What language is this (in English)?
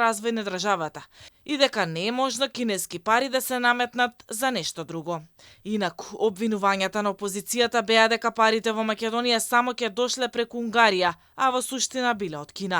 Macedonian